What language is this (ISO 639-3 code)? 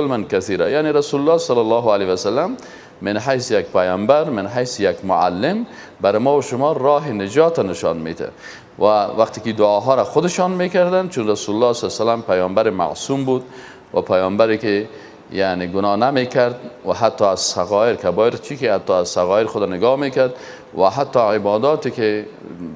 fas